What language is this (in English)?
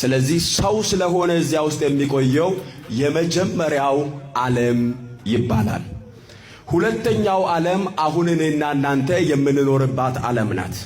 Amharic